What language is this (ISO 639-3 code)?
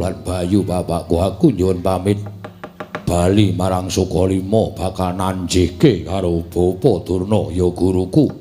jav